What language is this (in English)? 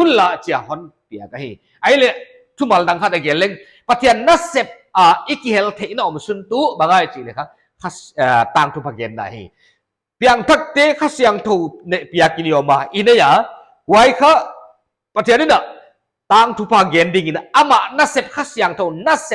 Paite Chin